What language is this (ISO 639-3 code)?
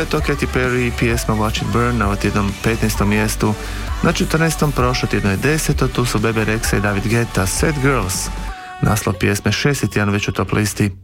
hrv